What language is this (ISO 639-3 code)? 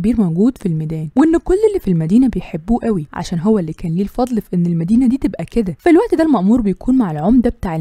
arz